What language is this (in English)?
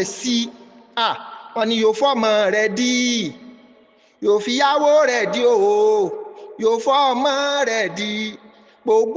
Yoruba